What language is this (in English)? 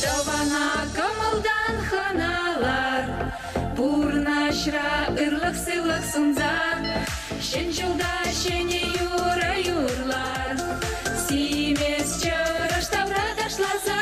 Chuvash